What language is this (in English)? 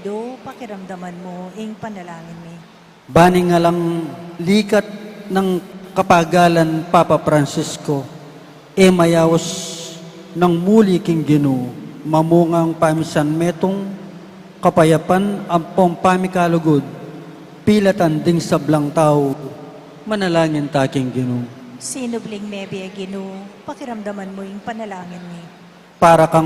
Pampanga